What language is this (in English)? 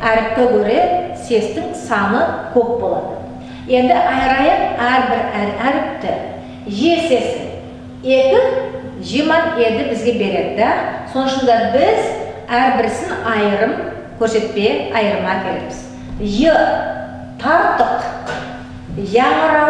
Nogai